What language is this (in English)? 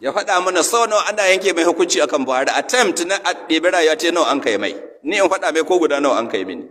Hausa